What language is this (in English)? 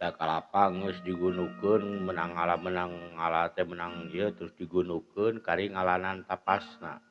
Sundanese